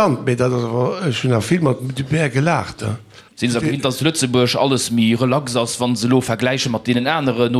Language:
Luxembourgish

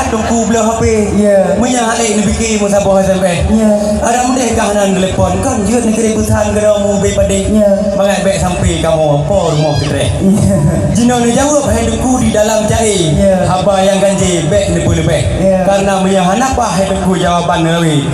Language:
Achinese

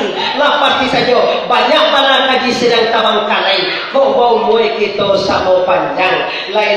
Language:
Minangkabau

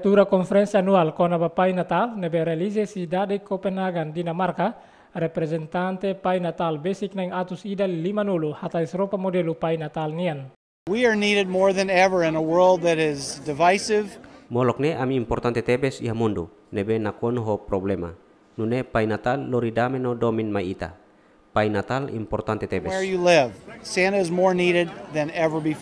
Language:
Tetum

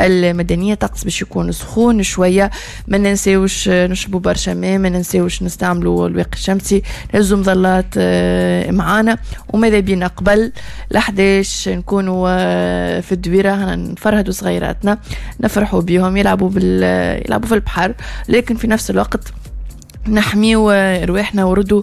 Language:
Tunisian Arabic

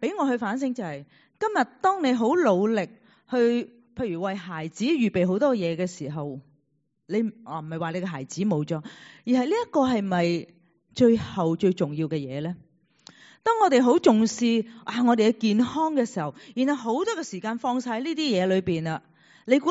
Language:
Cantonese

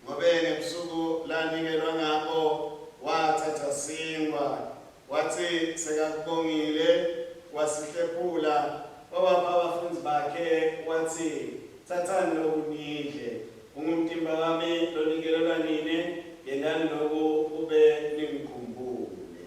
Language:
Swati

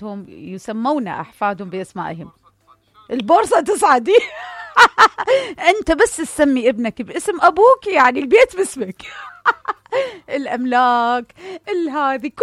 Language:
Mesopotamian Arabic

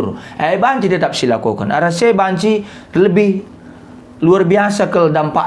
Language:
Batak Karo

